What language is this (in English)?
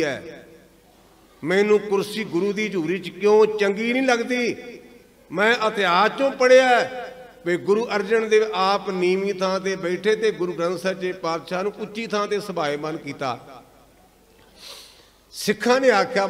Punjabi